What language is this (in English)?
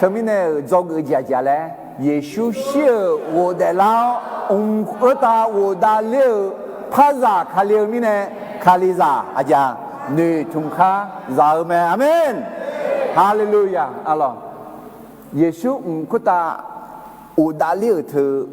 Akha